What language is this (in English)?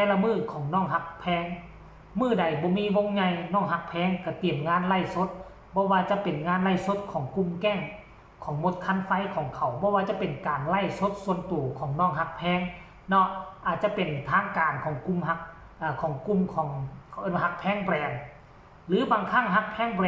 Lao